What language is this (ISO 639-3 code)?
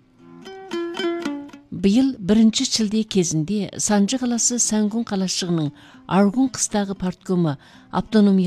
kaz